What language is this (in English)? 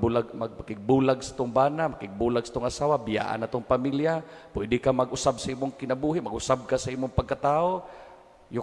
Cebuano